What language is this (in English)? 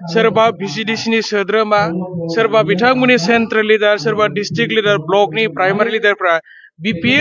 Bodo